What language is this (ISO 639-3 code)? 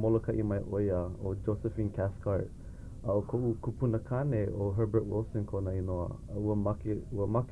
haw